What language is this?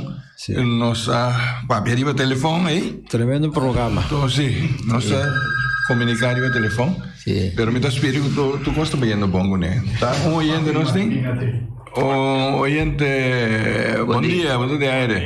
Papiamento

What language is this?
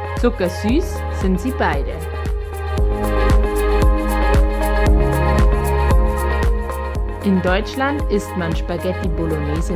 German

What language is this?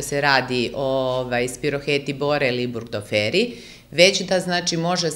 Serbian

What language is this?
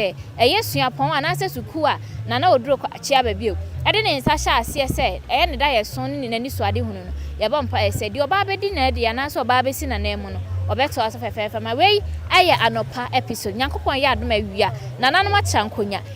Akan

